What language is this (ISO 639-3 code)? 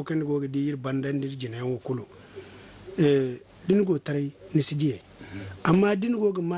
dje